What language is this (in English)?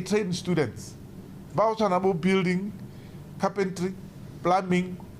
Tswana